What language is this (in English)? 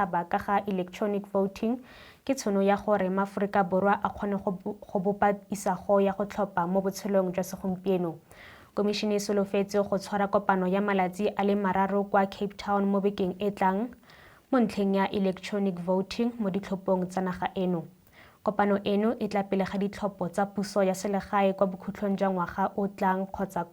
Tswana